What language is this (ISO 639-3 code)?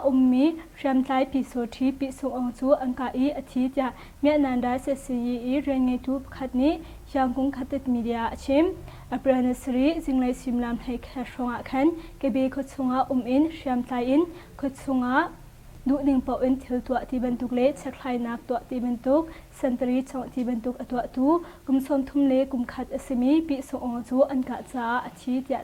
cnh